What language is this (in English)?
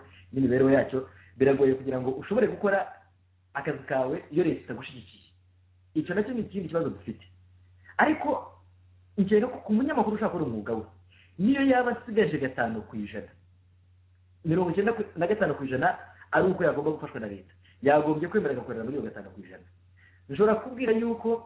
Kinyarwanda